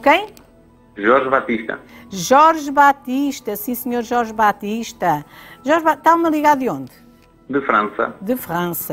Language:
Portuguese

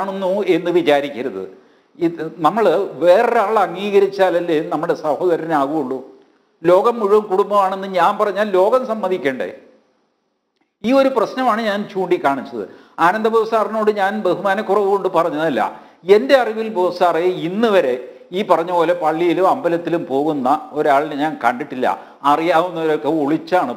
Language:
Malayalam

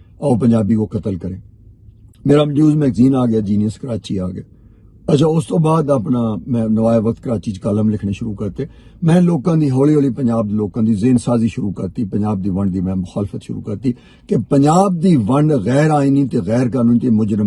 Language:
Western Panjabi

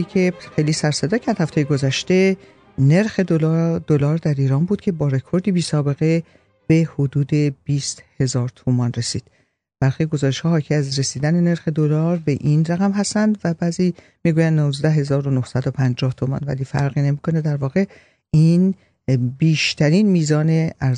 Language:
Persian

